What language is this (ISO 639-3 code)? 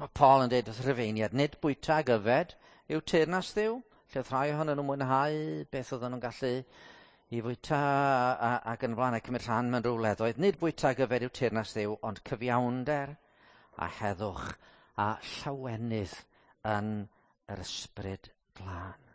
cym